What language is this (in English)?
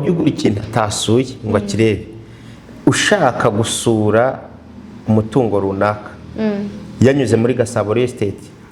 Kinyarwanda